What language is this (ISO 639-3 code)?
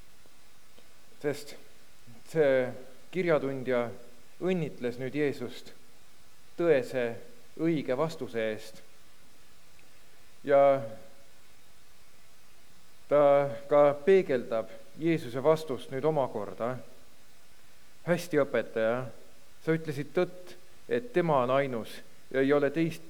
est